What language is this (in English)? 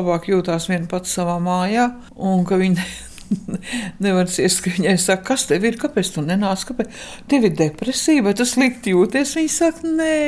Latvian